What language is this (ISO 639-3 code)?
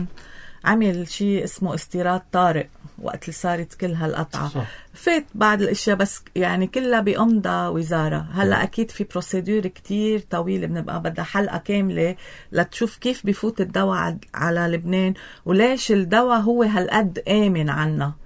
apc